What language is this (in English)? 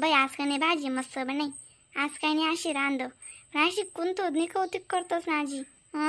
Khandesi